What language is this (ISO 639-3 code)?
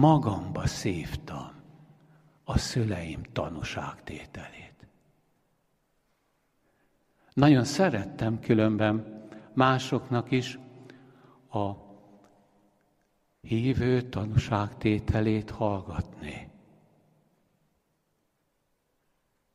hun